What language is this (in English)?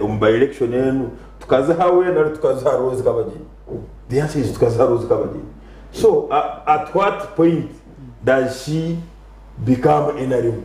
Nyankole